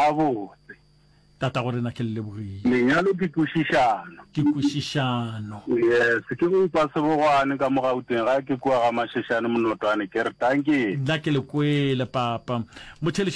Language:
Northern Sotho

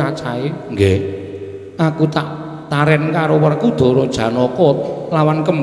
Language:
Javanese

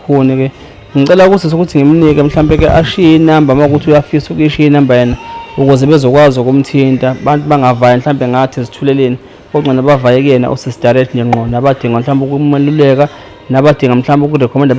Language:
Zulu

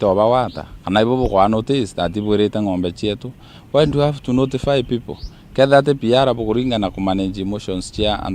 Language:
Meru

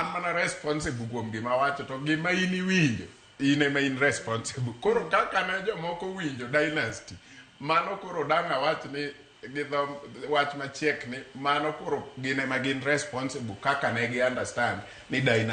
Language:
Luo (Kenya and Tanzania)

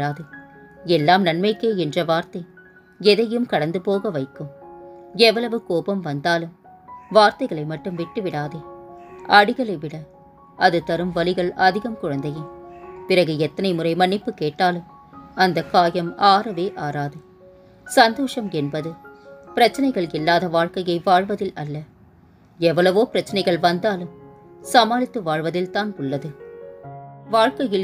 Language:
Tamil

